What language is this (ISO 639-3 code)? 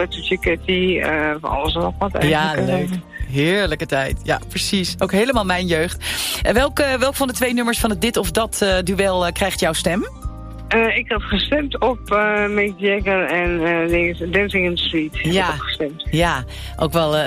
nld